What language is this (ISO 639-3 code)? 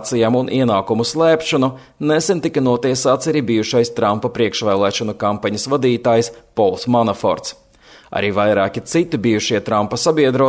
lav